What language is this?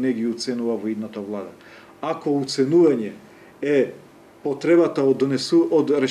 Macedonian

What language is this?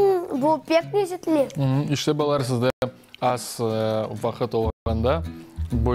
Crimean Tatar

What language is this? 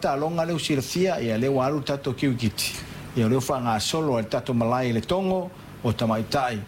Samoan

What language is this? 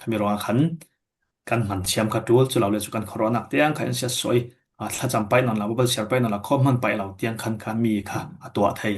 Falam Chin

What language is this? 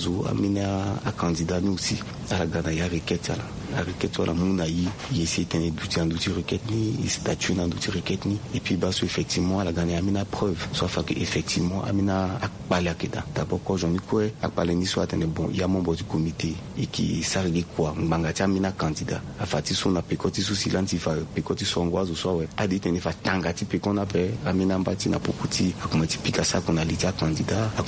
Sango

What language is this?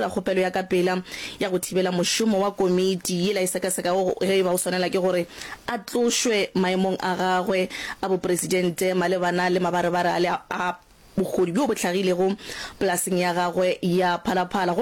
Northern Sotho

